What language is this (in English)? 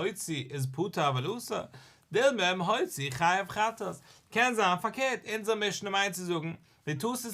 Yiddish